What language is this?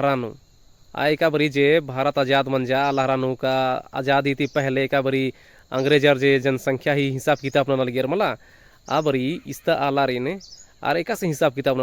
Kurukh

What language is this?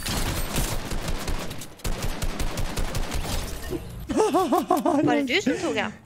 Swedish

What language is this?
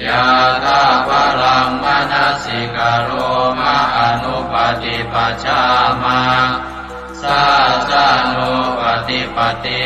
Pali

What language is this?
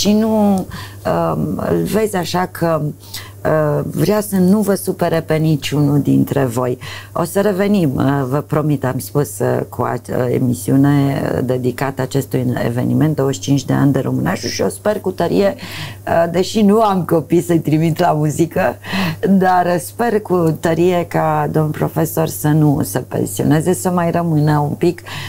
Romanian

